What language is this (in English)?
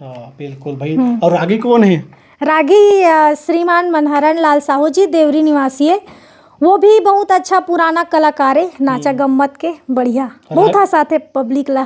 Chhattisgarhi